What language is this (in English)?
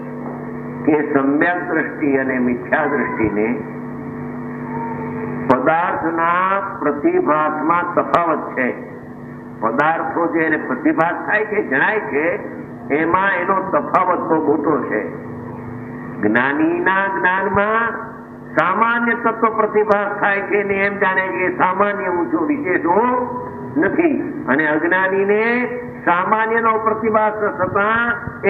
Gujarati